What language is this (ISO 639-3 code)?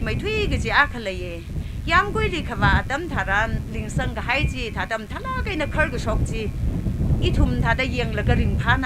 nmf